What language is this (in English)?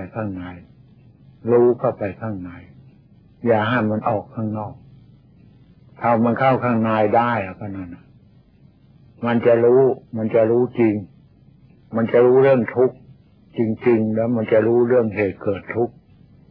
Thai